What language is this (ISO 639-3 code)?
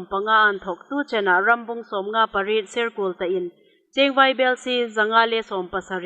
hmr